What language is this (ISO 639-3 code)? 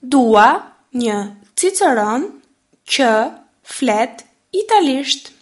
sqi